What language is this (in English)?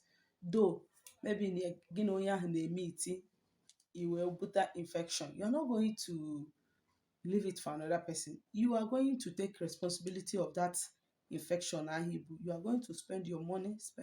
Igbo